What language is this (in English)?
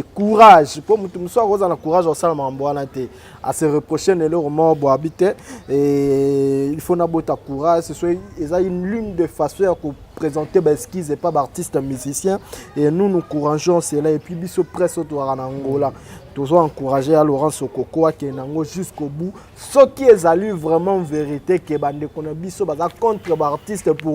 Lingala